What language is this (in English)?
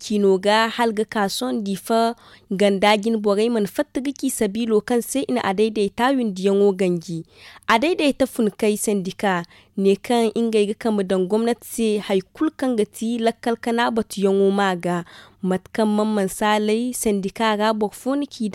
Zarma